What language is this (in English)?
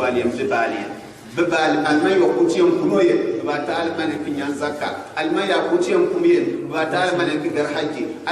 Gourmanchéma